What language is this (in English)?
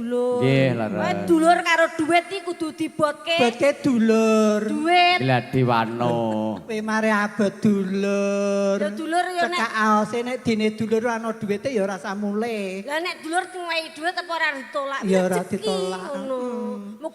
Javanese